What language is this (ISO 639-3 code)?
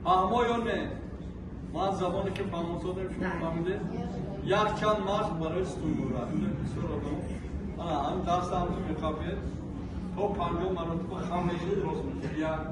tgk